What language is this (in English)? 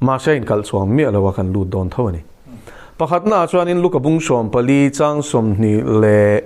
Mizo